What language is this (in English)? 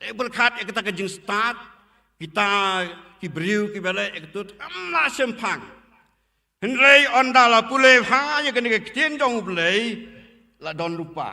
Khasi